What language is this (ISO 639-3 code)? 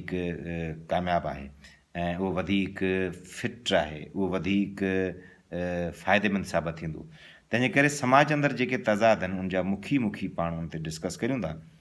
snd